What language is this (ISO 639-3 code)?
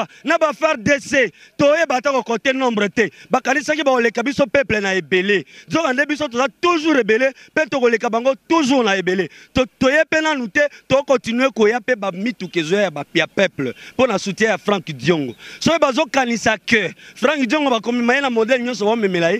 lin